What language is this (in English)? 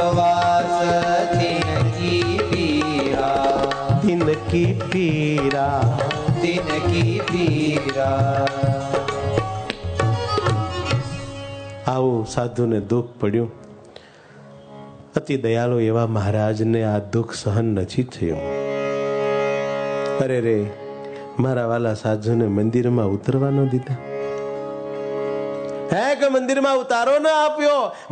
Gujarati